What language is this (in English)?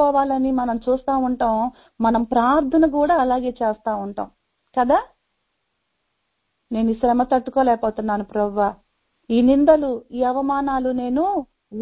Telugu